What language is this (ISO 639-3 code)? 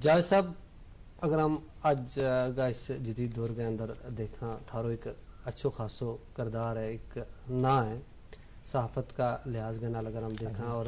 gju